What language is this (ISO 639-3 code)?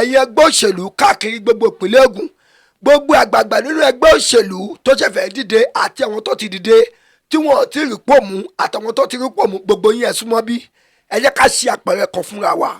yor